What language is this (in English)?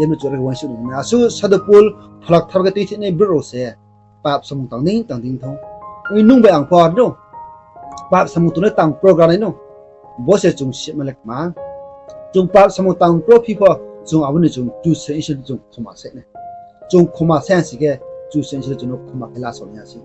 Riang (India)